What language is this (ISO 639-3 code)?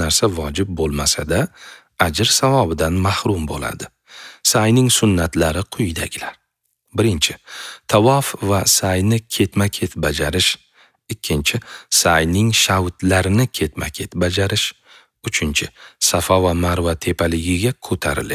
uzb